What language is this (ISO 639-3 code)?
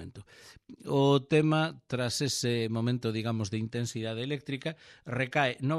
glg